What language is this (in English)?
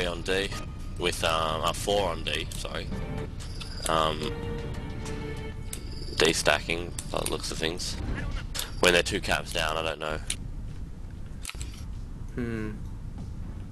English